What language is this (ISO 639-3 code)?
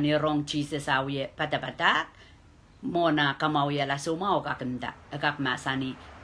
pon